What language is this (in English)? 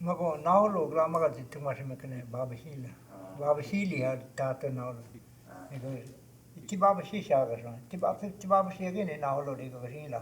Choctaw